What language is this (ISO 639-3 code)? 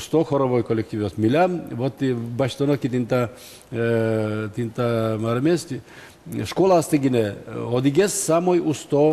udm